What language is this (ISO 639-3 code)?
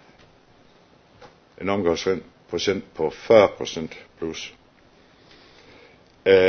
dan